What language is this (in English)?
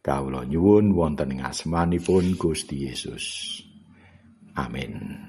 Javanese